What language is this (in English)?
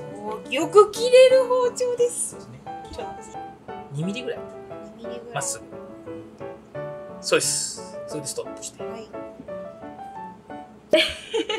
Japanese